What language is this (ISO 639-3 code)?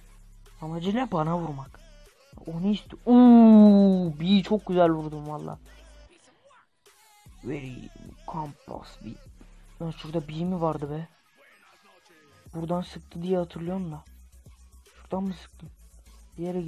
tur